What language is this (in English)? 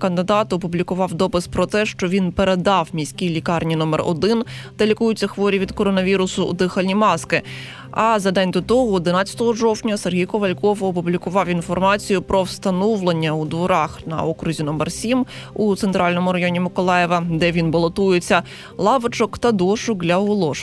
Ukrainian